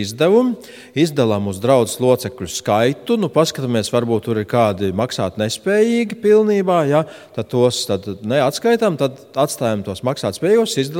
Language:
Latvian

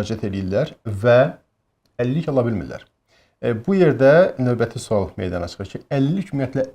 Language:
Azerbaijani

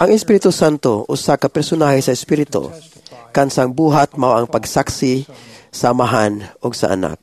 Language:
Cebuano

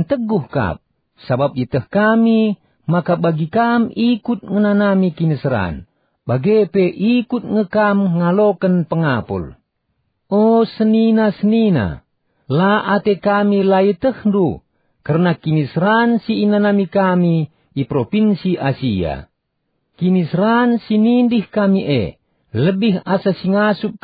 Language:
Batak Karo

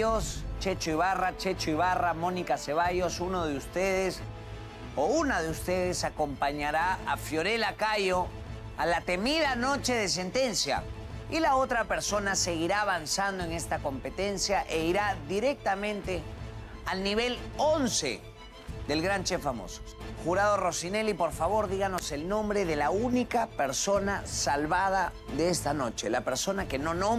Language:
Spanish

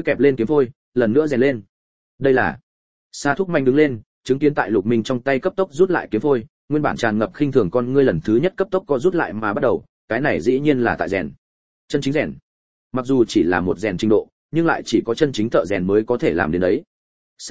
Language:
Vietnamese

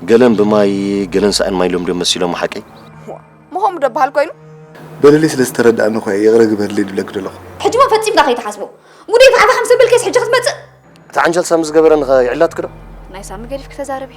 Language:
Tigrinya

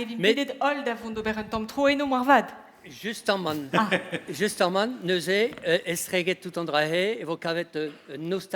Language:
Breton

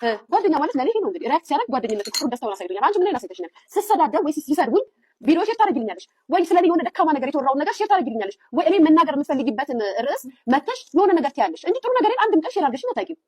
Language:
Amharic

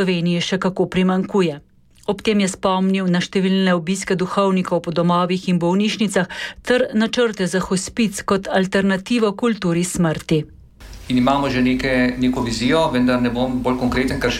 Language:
Slovenian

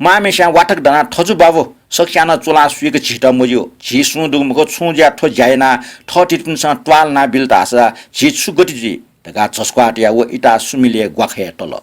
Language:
Newari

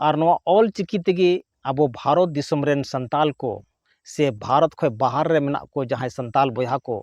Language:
Santali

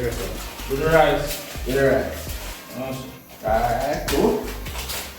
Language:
Jamaican Creole English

